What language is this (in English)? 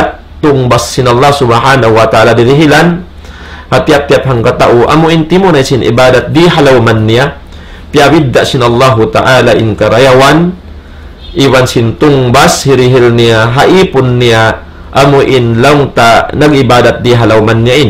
Tausug